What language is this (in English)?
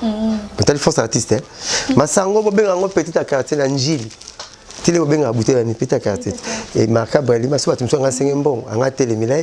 Lingala